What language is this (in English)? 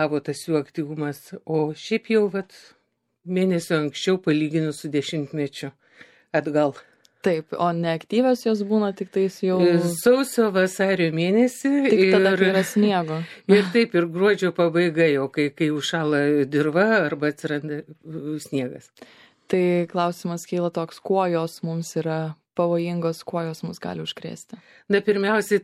Lithuanian